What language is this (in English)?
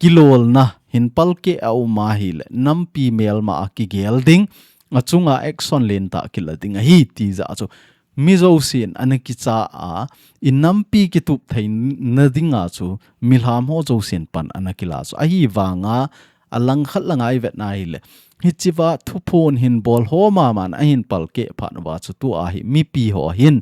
Thado Chin